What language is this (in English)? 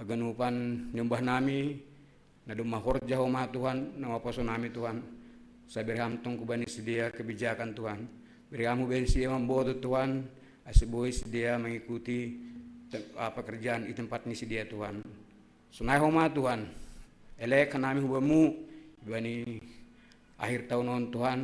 Batak Simalungun